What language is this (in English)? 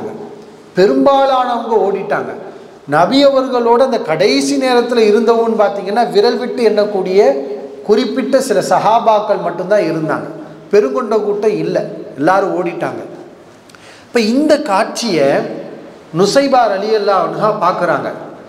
Tamil